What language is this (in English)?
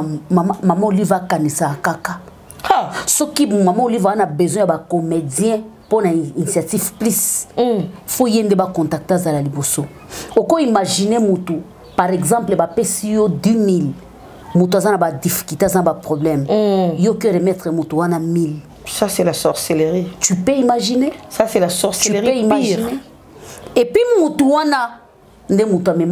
Lingala